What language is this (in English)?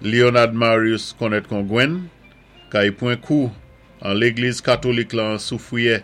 Saint Lucian Creole French